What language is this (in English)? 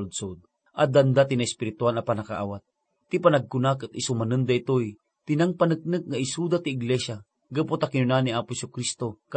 Iloko